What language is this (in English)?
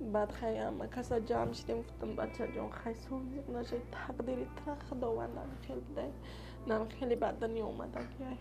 Tajik